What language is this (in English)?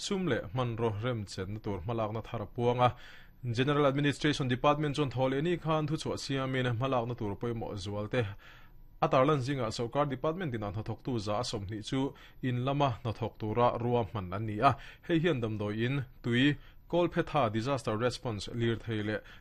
Mizo